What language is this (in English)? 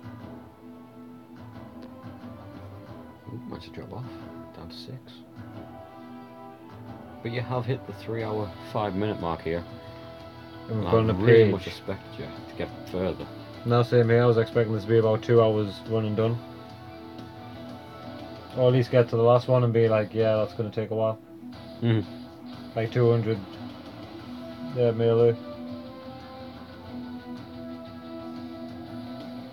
English